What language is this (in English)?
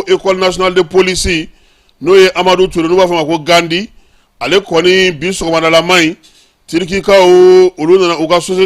Bambara